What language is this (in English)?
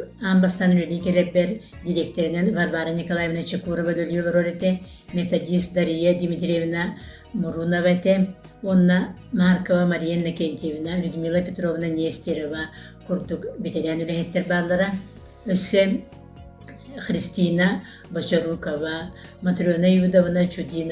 Yakut